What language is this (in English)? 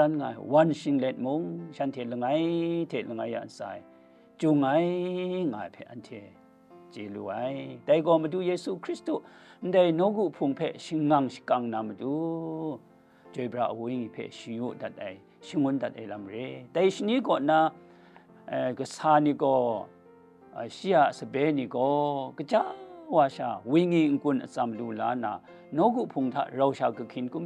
Kachin